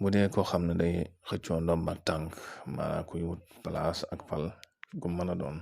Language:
Wolof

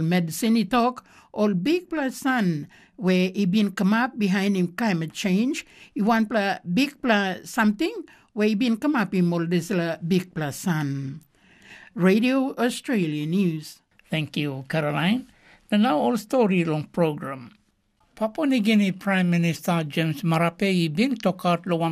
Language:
Tok Pisin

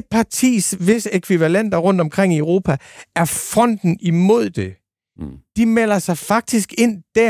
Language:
Danish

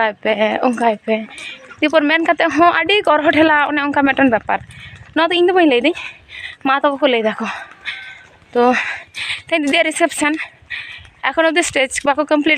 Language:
Santali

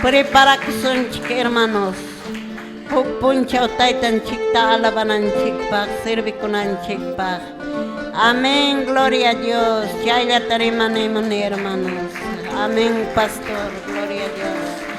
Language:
Quechua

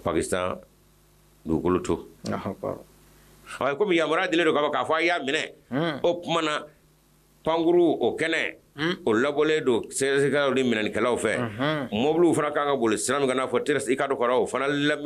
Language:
Bambara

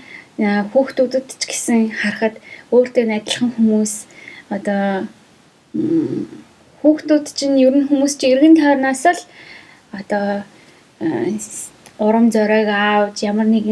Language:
Mongolian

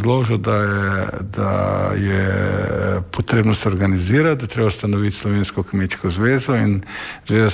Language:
Slovenian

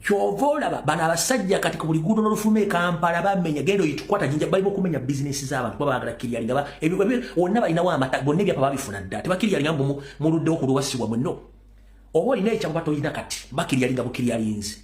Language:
Ganda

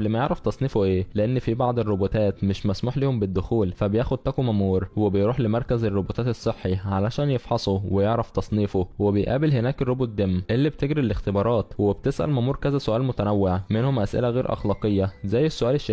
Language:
Egyptian Arabic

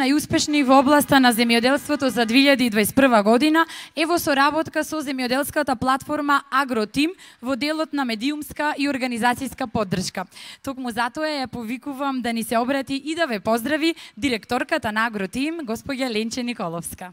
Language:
Macedonian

